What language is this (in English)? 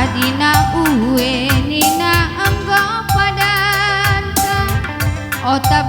Batak Karo